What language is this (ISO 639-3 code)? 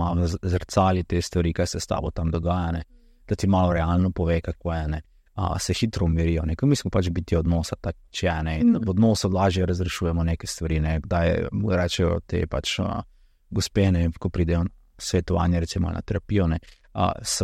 slv